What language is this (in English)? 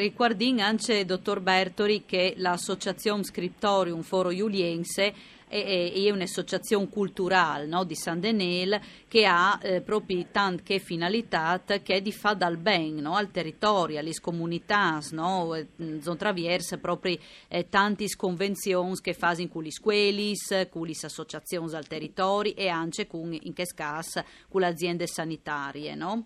Friulian